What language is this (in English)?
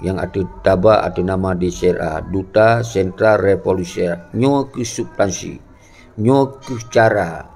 Achinese